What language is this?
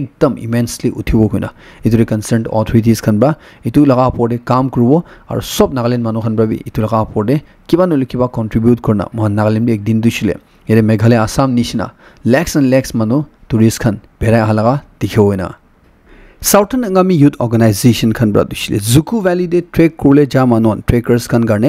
Naga Pidgin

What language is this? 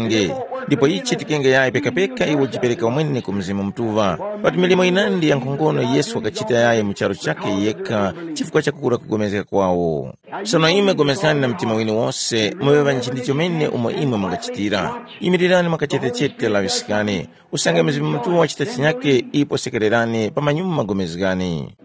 Tumbuka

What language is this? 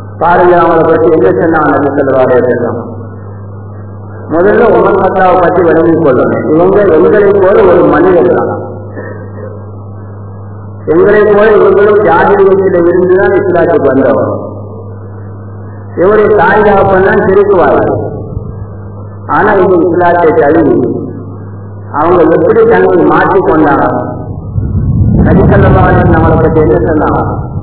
Tamil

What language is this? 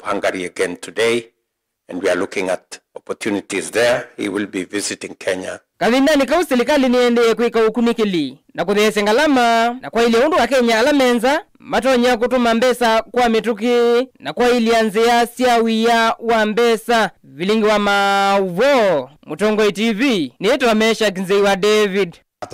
Kamba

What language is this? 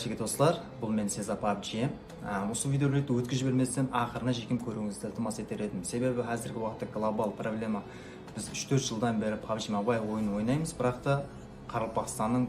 Kara-Kalpak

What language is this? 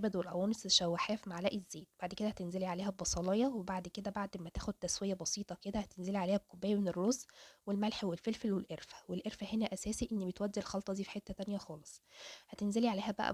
Egyptian Arabic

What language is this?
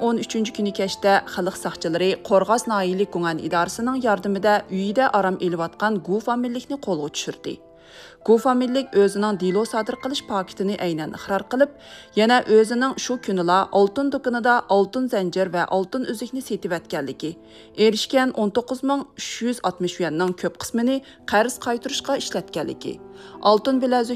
Uyghur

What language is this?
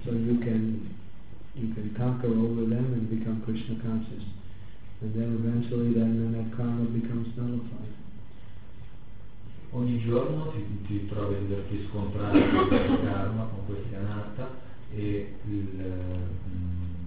Italian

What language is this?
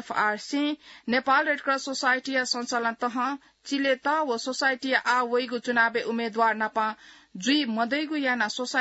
Newari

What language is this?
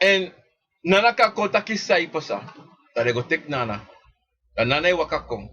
Sranan Tongo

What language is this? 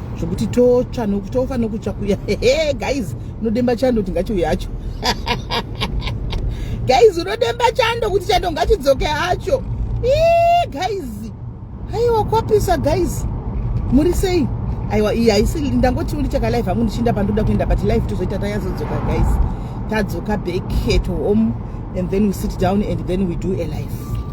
Shona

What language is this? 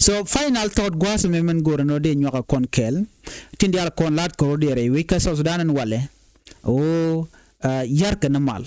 Nuer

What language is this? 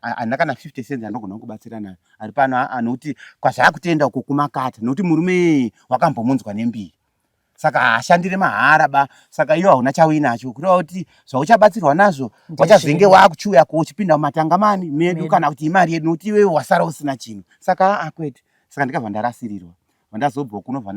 Shona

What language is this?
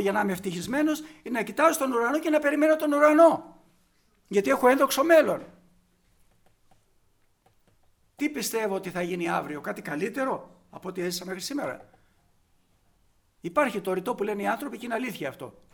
Greek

